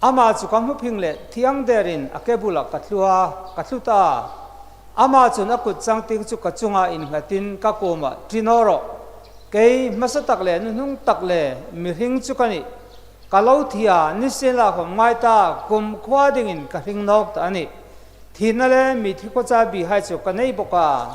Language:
Hmar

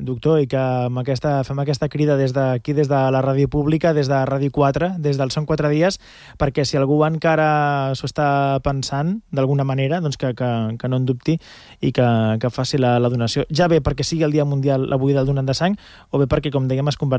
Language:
Catalan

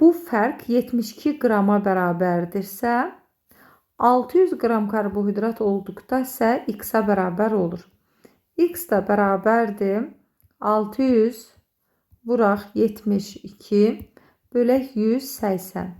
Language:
Azerbaijani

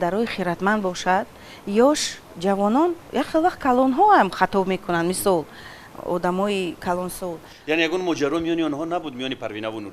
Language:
Tajik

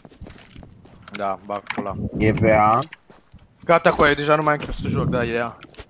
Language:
Romanian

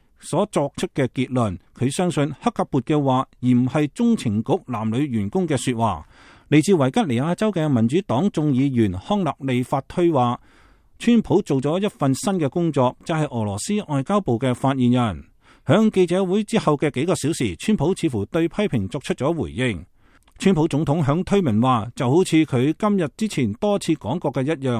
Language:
Cantonese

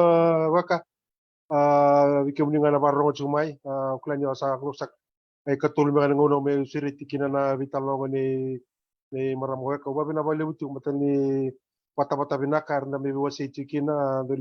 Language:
Fijian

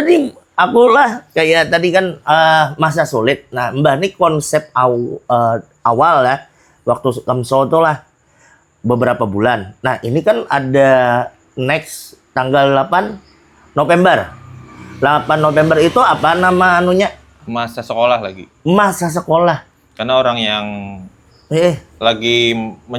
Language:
Banjar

